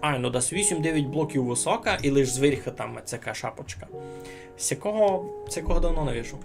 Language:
Rusyn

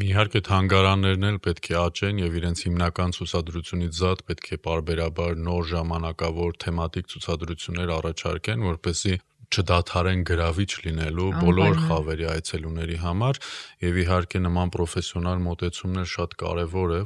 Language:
Armenian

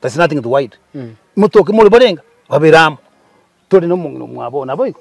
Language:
Gusii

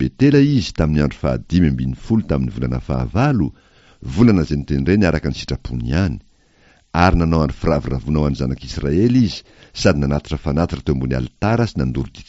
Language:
Malagasy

